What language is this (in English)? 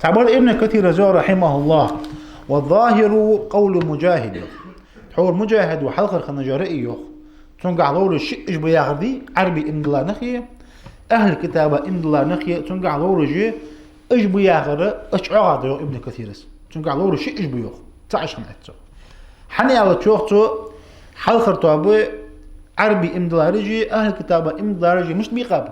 Ingush